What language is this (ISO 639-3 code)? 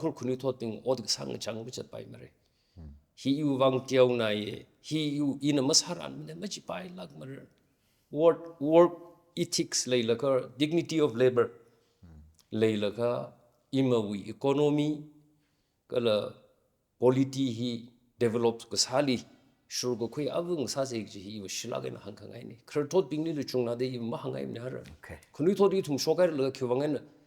nmf